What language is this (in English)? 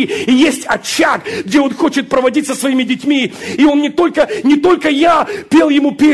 Russian